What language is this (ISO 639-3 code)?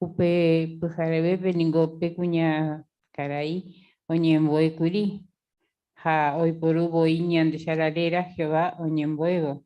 grn